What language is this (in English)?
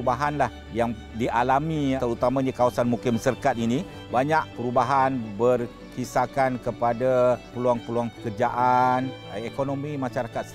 Malay